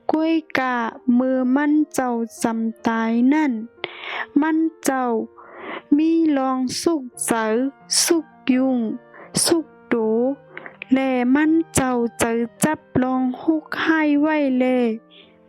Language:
Shan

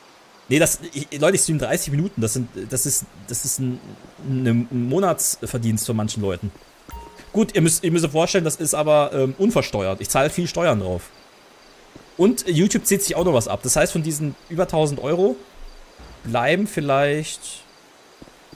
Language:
German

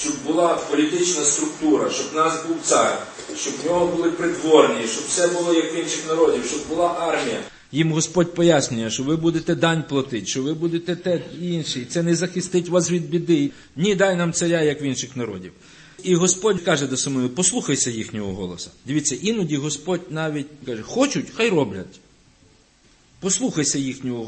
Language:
Ukrainian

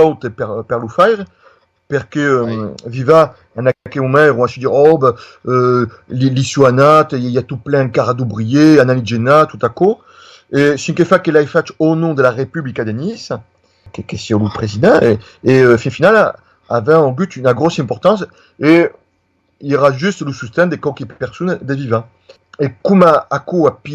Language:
Occitan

